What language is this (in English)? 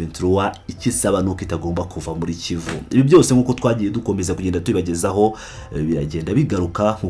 Kinyarwanda